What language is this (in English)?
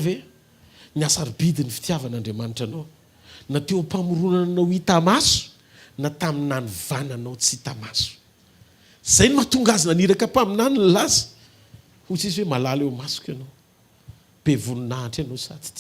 Malagasy